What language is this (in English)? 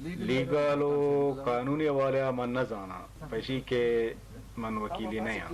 Baluchi